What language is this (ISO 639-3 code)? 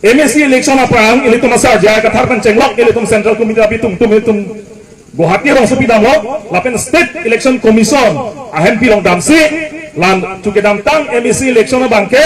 mjw